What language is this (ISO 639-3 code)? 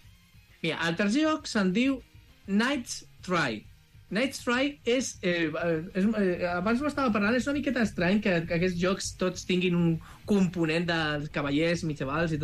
cat